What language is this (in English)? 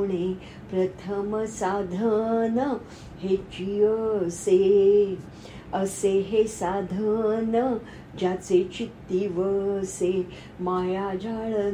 Marathi